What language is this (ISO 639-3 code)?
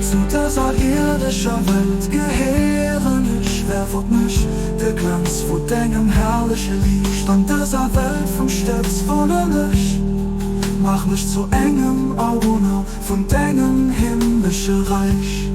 ltz